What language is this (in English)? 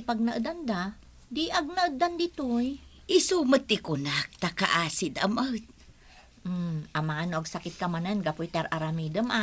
Iloko